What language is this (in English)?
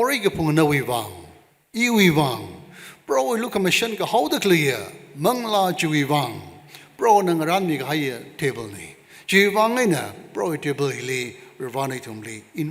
Tangkhul Naga (India)